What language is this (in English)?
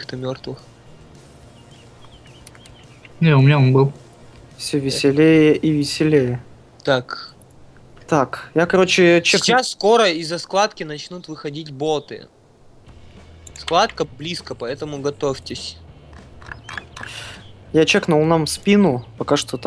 Russian